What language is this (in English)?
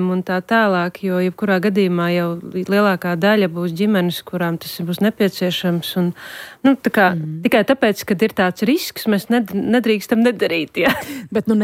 Latvian